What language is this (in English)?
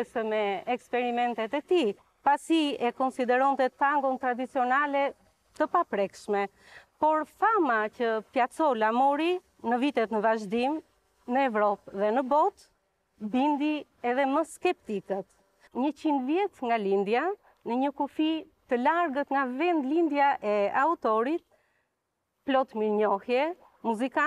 Albanian